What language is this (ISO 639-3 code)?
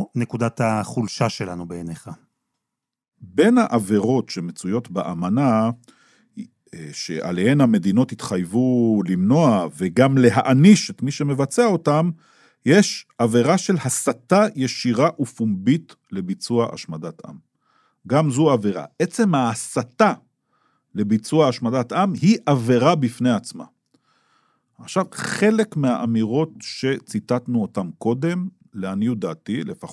heb